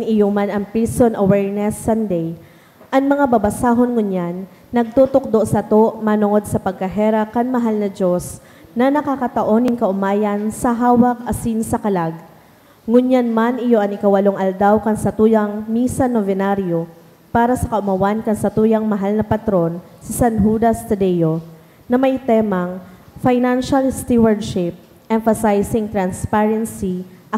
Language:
Bikol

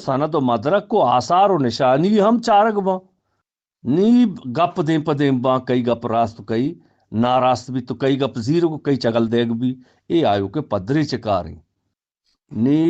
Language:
Eastern Balochi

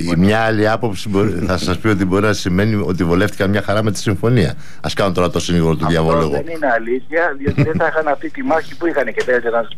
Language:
Greek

